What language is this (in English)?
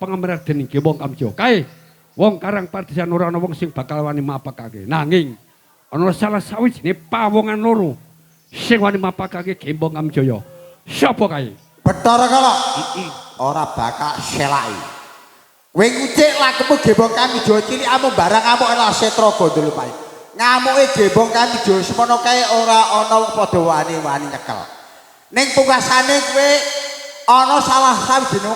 Javanese